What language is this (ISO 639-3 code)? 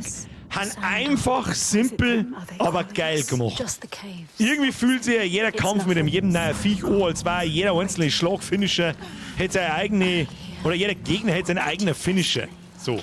bar